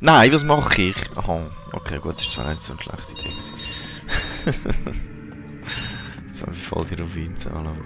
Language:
Swiss German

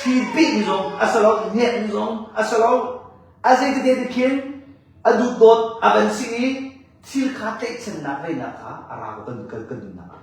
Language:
Hakha Chin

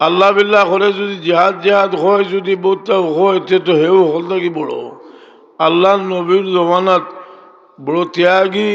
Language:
Sylheti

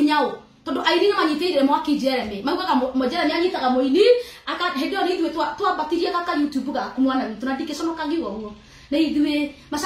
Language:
Kikuyu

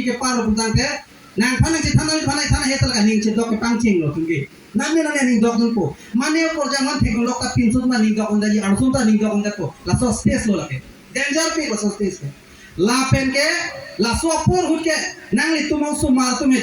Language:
Karbi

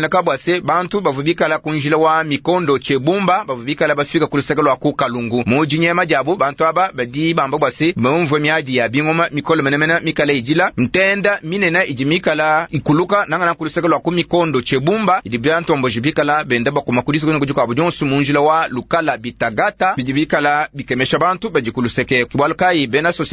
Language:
Luba-Lulua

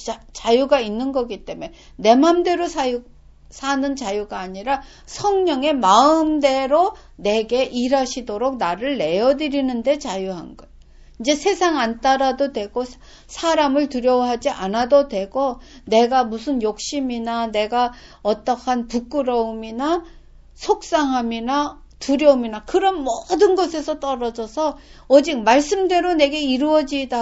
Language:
Korean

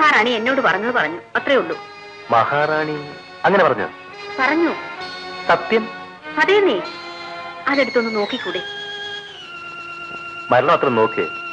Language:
Malayalam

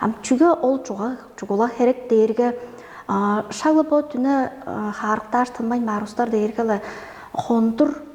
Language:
Tuvinian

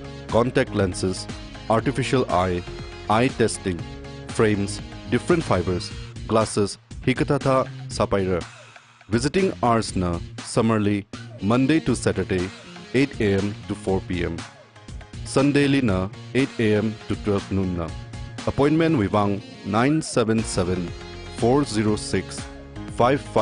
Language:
Tangkhul Naga (India)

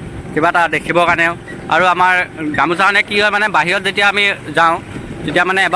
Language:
Assamese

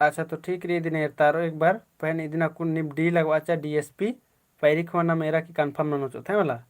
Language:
Kurukh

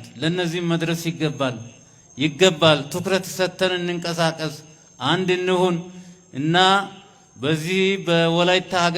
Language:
Amharic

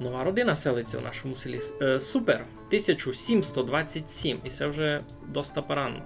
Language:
Rusyn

